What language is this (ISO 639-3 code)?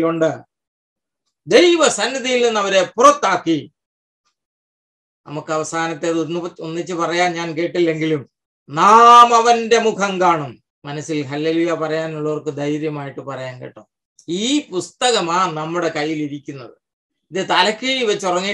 mal